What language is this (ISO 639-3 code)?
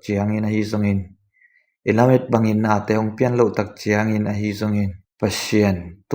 ctd